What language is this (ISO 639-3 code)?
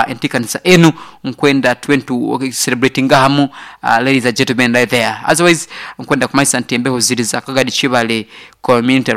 nyo